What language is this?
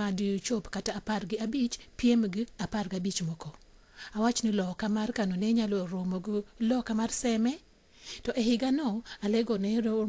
Luo (Kenya and Tanzania)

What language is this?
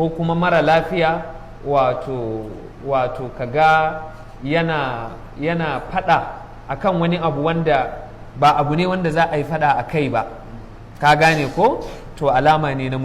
Hausa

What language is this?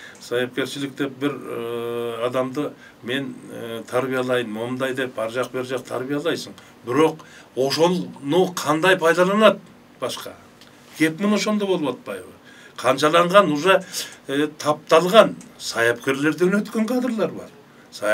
Kyrgyz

